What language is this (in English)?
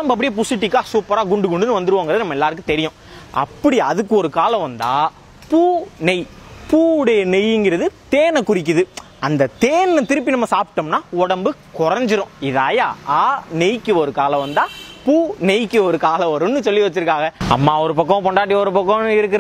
Tamil